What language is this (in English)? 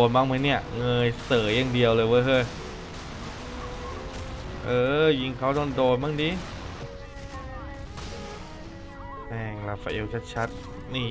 Thai